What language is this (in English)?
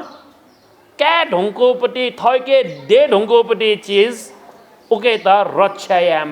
Newari